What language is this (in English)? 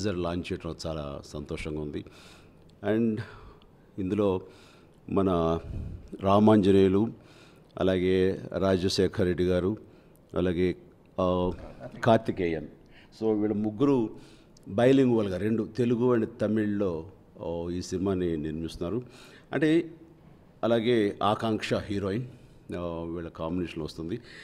Telugu